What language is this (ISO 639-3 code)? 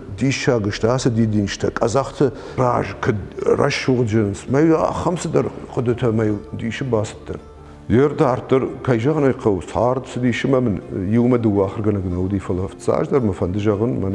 oss